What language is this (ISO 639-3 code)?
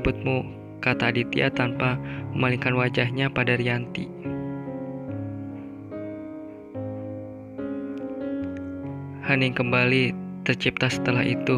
ind